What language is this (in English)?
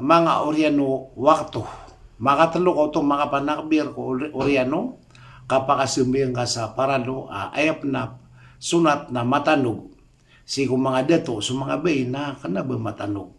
Maranao